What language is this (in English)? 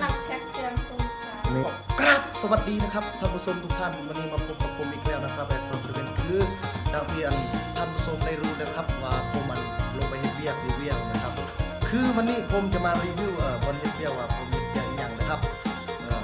Northeastern Thai